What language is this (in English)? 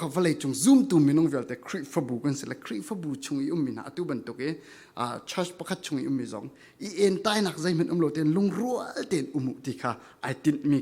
Falam Chin